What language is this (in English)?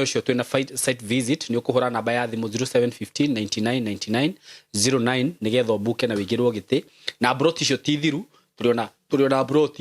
Kikuyu